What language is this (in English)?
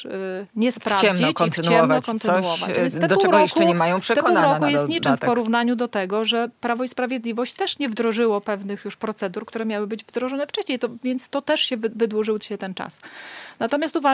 Polish